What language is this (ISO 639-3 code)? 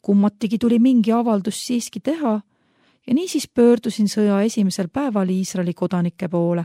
est